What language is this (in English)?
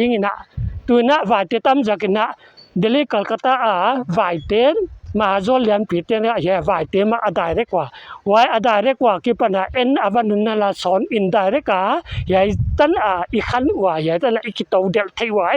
Paite Chin